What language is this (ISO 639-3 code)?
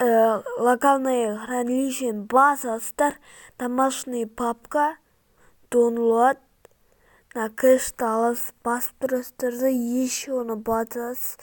kaz